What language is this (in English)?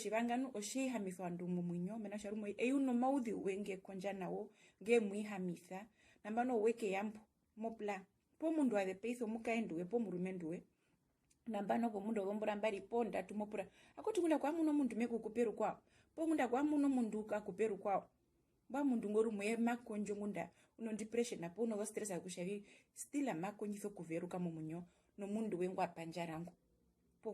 Herero